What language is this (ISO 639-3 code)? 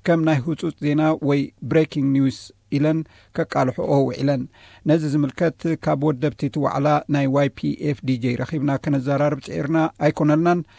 tir